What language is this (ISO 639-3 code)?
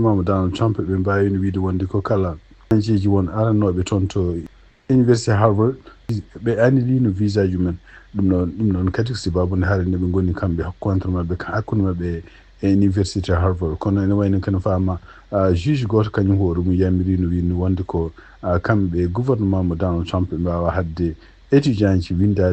ful